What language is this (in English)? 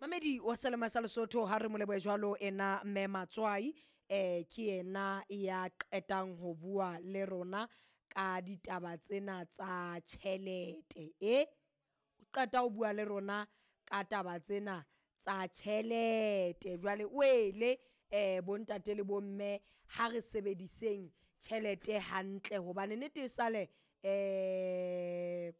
Southern Sotho